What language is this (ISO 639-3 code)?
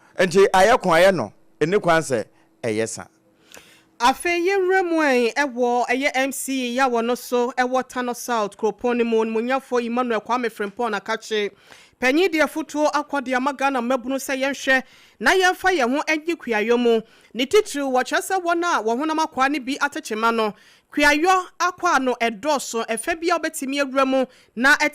aka